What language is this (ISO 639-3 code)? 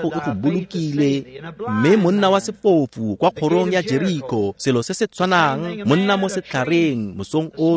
tsn